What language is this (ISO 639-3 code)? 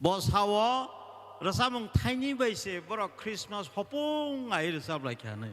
trp